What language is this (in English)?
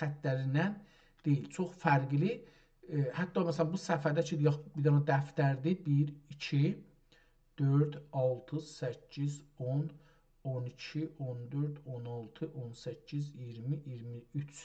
South Azerbaijani